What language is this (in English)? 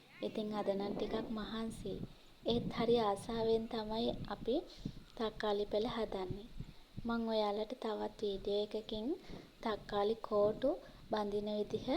Sinhala